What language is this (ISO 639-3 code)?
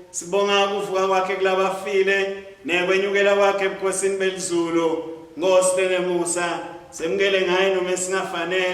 ssw